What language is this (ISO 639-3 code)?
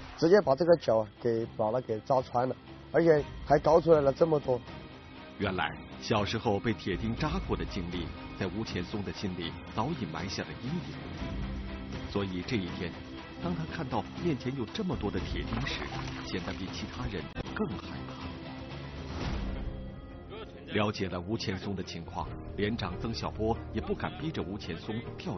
zho